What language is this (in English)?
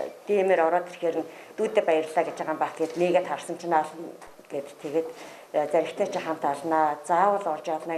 Mongolian